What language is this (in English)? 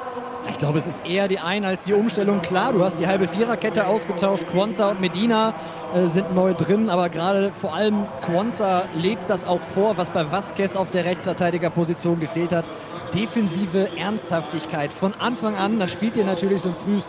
German